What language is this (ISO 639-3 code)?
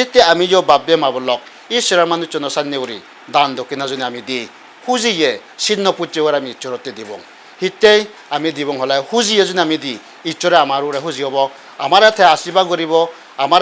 ccp